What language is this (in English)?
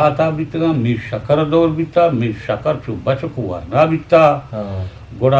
Eastern Balochi